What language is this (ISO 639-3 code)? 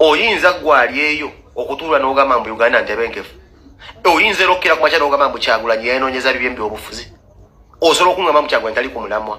lug